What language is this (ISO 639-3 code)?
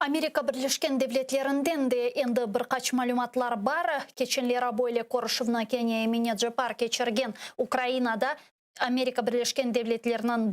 crh